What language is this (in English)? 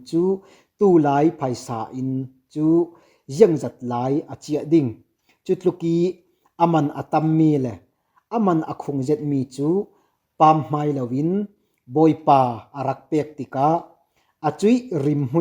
Falam Chin